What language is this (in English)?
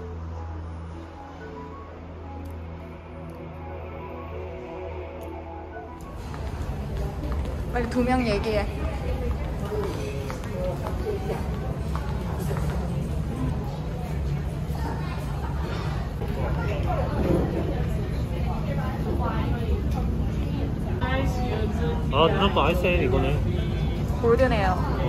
Korean